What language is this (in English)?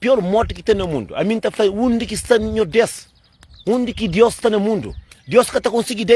Kabuverdianu